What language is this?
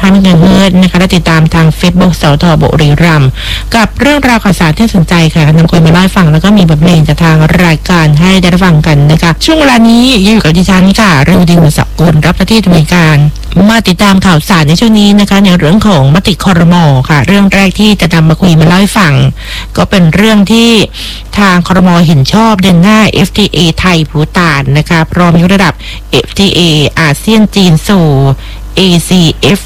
Thai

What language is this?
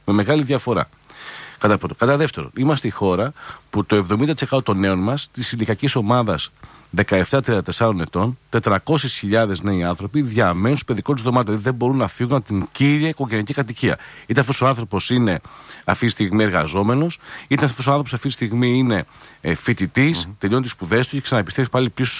Greek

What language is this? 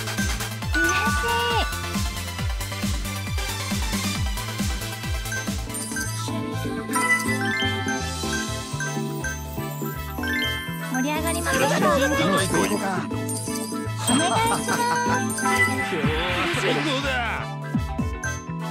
Japanese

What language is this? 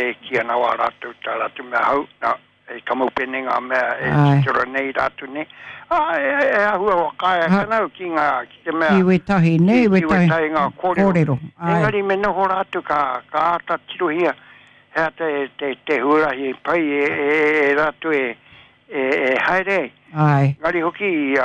Māori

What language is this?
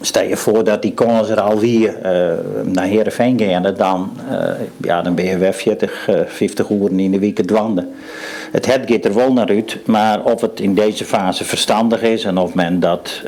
Western Frisian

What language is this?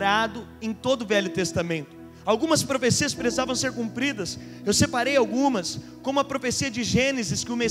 Portuguese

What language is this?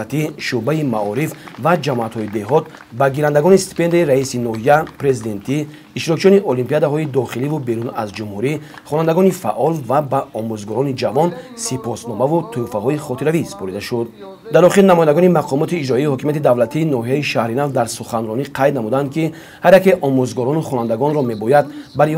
Tajik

